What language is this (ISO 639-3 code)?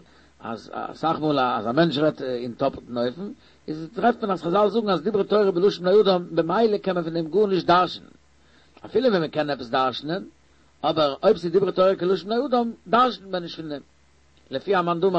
yid